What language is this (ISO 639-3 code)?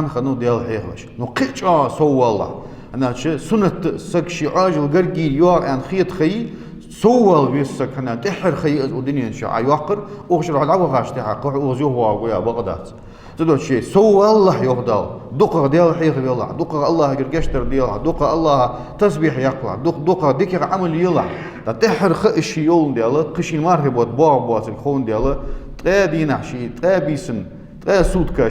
inh